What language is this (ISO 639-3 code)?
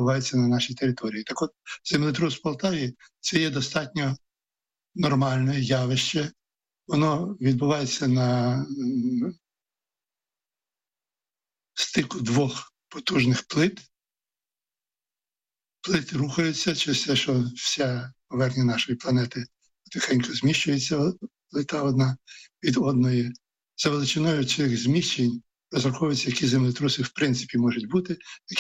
ukr